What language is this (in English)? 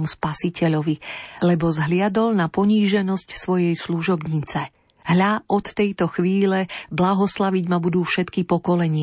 Slovak